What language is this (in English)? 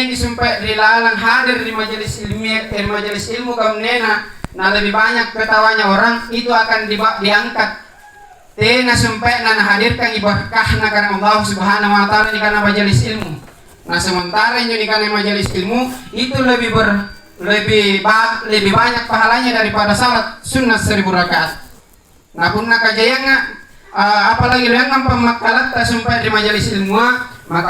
Makasar